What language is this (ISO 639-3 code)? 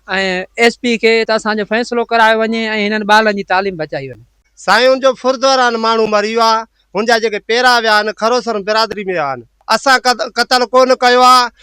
snd